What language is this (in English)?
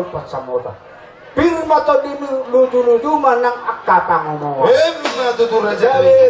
Batak Toba